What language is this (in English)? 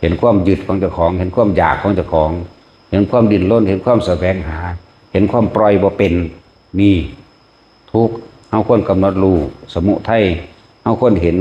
Northeastern Thai